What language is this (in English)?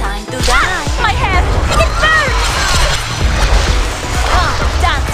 English